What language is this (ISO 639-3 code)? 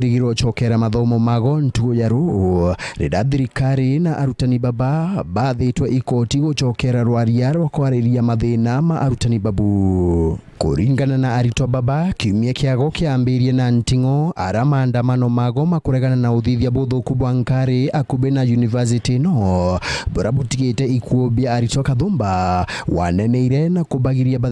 mer